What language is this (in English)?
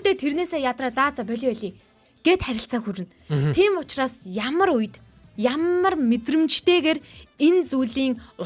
Mongolian